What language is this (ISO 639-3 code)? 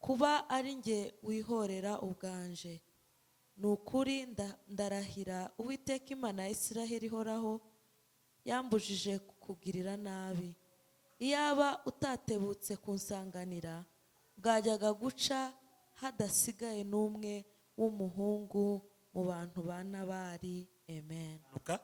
kin